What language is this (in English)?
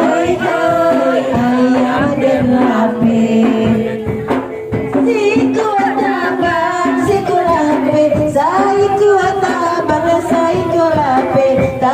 Minangkabau